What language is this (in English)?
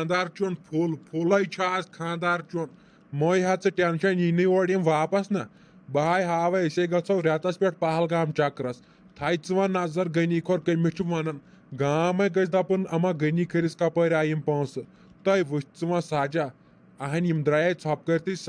Kashmiri